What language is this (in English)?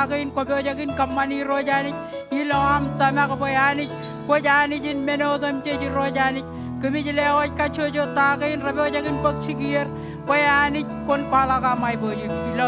Marshallese